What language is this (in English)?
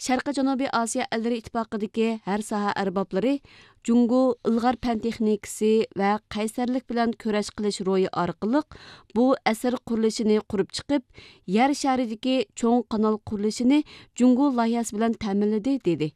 Uyghur